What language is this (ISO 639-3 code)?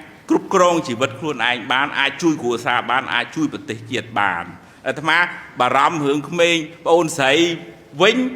khm